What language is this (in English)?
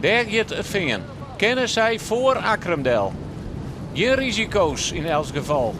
Western Frisian